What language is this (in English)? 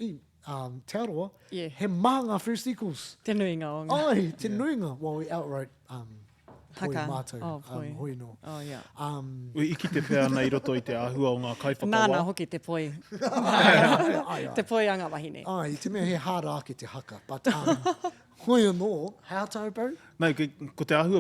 Māori